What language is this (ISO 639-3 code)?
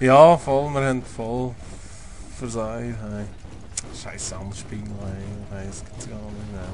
gsw